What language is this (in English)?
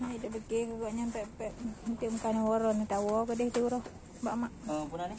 Achinese